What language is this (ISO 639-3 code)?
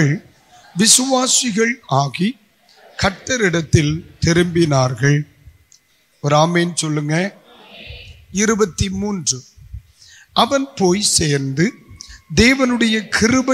tam